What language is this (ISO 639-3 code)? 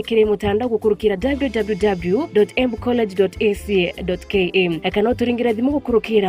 mer